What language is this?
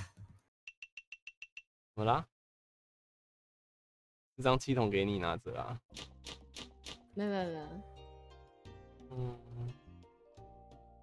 Chinese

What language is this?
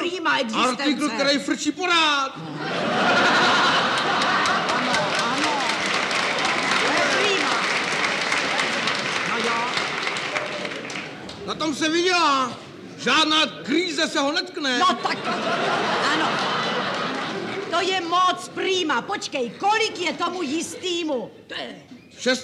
Czech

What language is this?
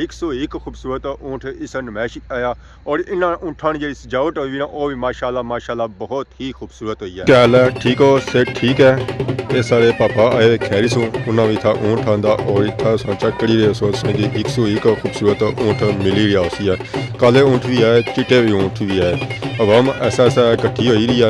Pahari-Potwari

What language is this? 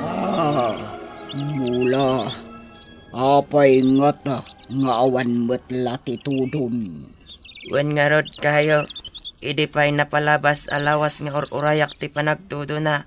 Iloko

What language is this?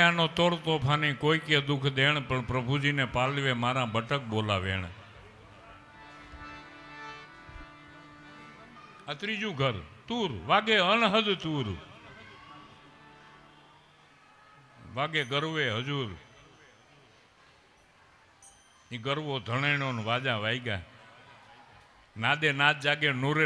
Gujarati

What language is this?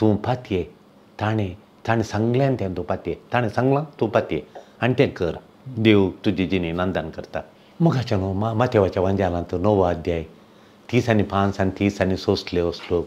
Konkani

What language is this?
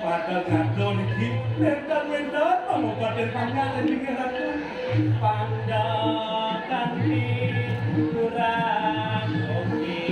Balinese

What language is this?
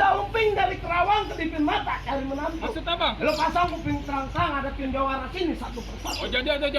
Betawi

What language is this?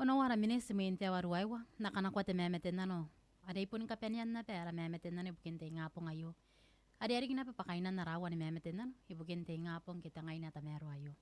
Gilbertese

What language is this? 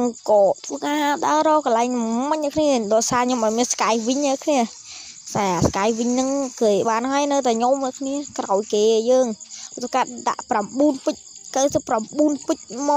Khmer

